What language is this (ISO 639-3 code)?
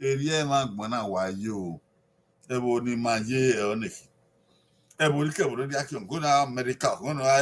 bin